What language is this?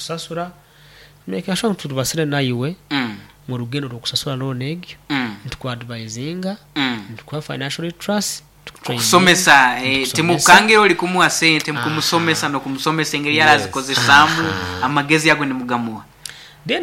Nyankole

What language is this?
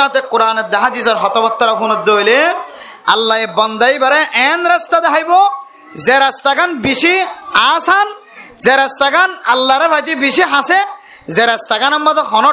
Rohingya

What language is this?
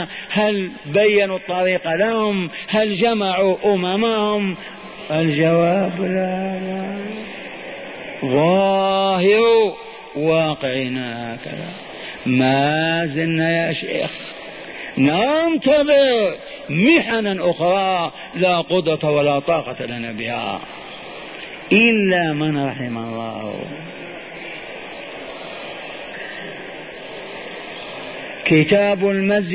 Arabic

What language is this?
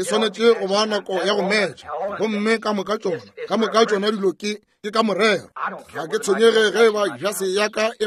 Northern Sotho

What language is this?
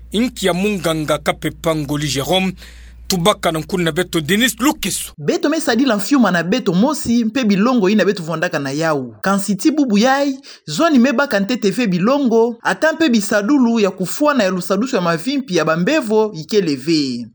Kituba (Democratic Republic of Congo)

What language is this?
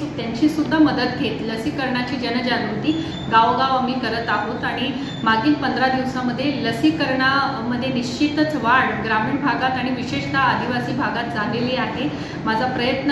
Marathi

